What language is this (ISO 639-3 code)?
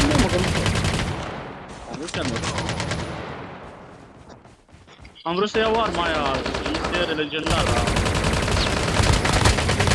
ron